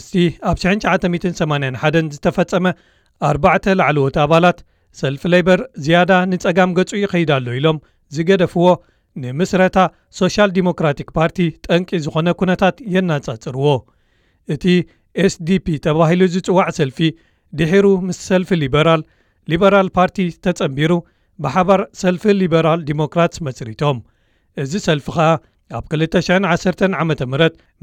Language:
Tigrinya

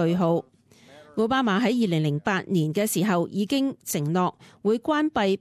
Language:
Cantonese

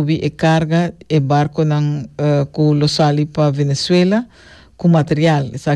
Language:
Papiamento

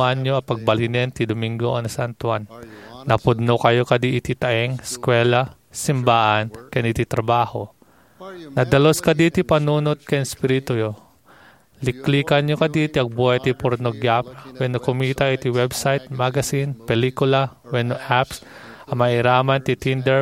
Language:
Iloko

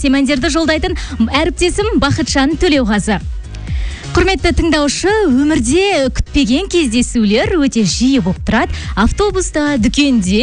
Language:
Kazakh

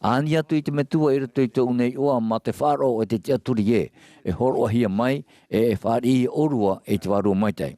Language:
Tahitian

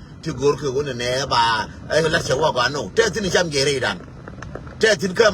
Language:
Nuer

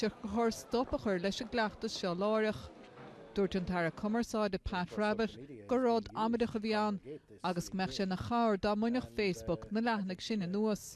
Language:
Irish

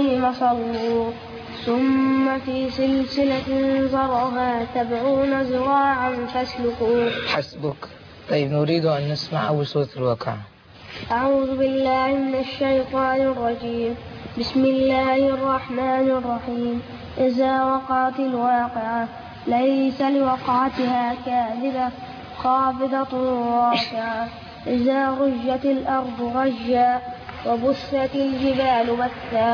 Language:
Arabic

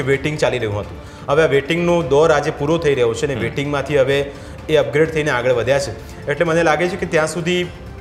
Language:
Gujarati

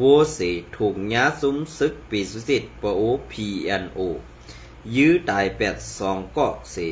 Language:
Shan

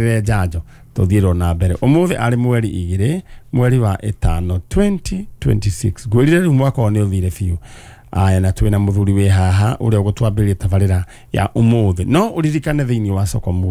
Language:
Kikuyu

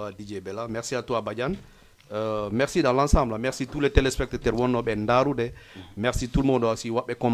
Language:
Fula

